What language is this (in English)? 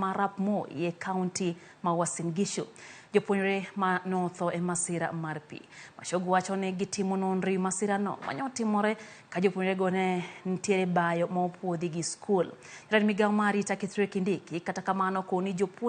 Luo (Kenya and Tanzania)